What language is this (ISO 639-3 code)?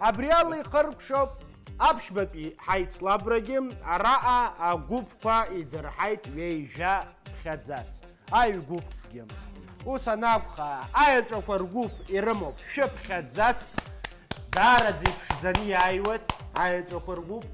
abk